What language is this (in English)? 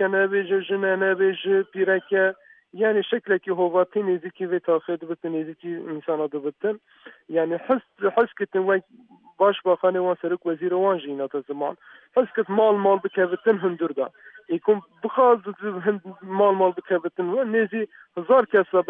Kurdish